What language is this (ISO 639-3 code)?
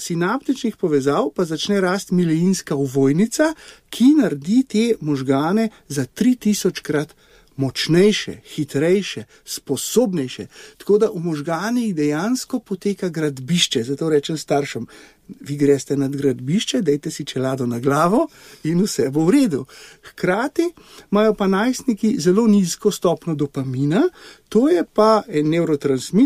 slv